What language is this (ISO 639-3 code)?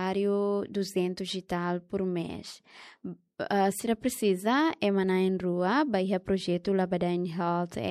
tet